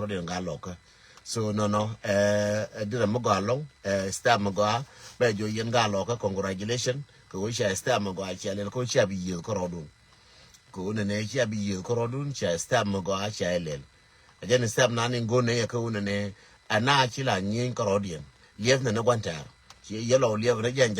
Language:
Nuer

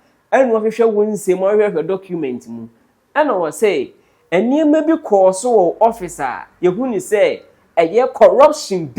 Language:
Akan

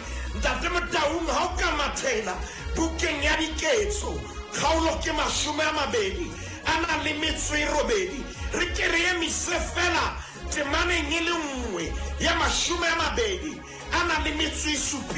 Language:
Southern Sotho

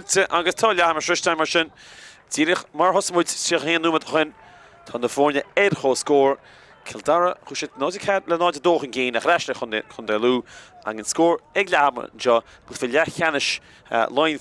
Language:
Irish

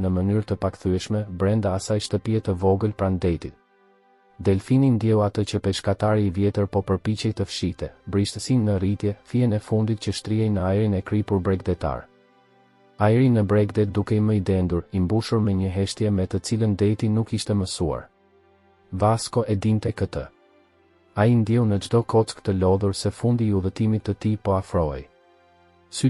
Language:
Albanian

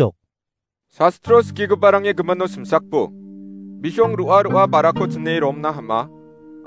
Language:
Garo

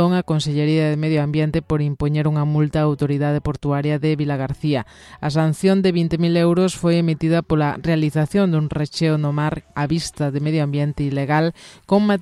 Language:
Galician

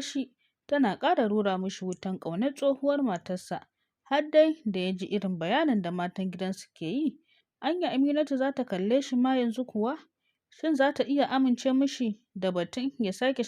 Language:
Hausa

